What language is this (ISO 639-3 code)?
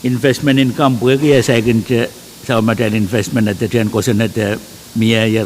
pon